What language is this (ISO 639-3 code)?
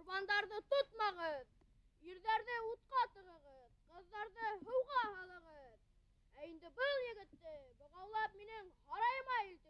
bak